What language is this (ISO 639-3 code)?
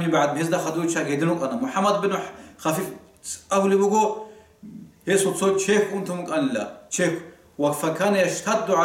ava